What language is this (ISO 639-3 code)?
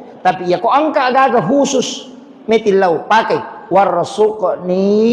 bug